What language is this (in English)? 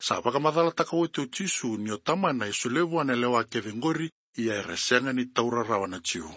Fijian